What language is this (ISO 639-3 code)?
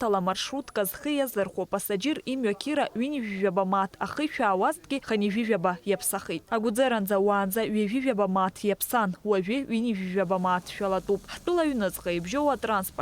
abk